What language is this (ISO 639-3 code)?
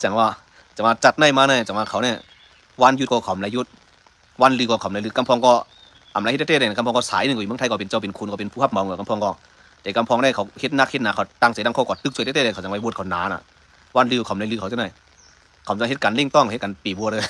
shn